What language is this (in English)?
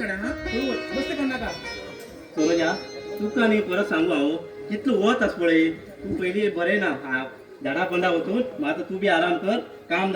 Konkani